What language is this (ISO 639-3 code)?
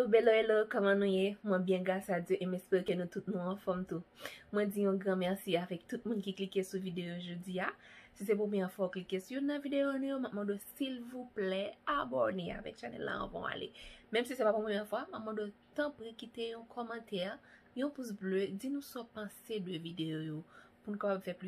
hat